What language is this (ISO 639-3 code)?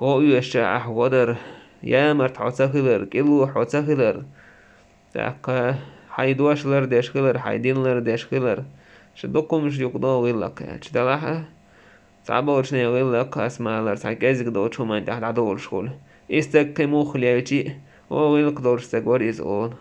che